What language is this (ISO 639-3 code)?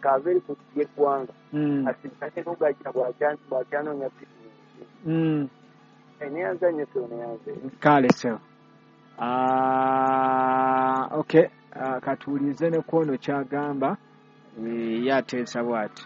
lug